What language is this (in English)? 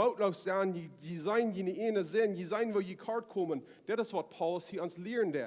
Plautdietsch